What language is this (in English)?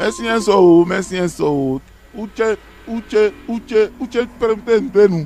Eastern Maroon Creole